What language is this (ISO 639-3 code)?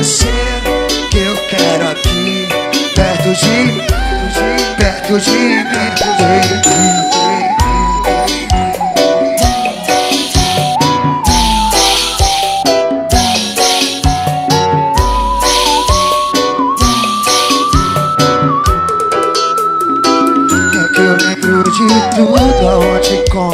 por